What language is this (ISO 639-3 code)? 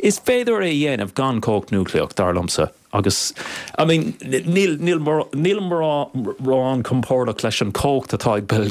gle